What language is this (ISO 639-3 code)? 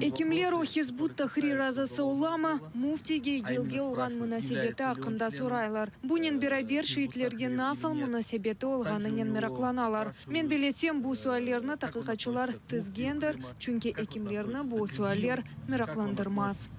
crh